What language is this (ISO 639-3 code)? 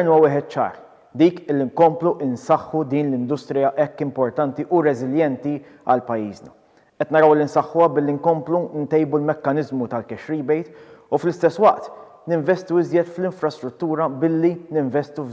mlt